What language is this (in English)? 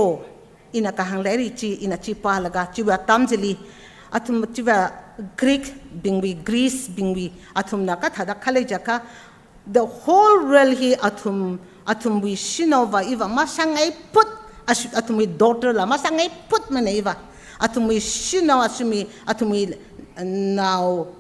Tangkhul Naga (India)